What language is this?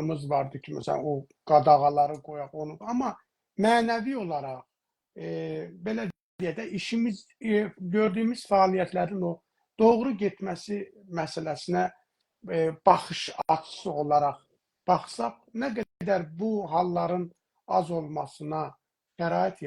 South Azerbaijani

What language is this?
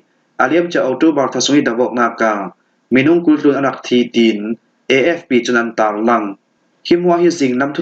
Falam Chin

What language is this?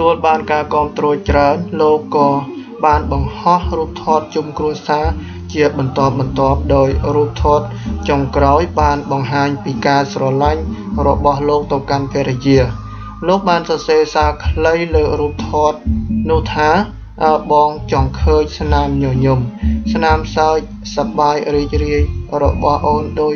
Khmer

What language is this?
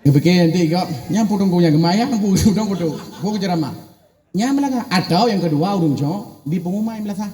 Achinese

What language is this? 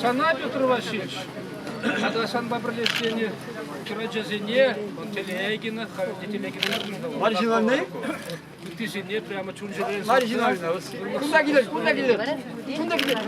Chuvash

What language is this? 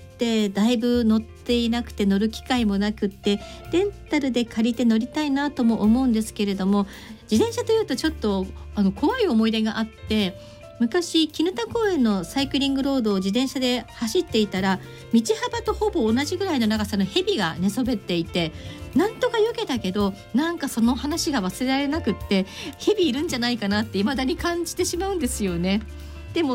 Japanese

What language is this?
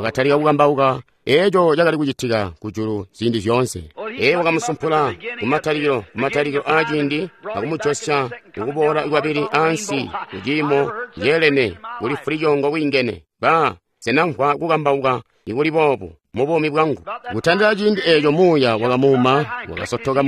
Tonga (Zambia)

